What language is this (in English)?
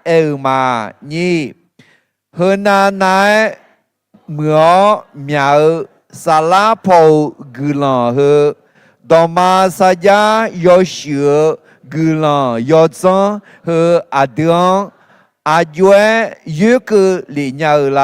Akha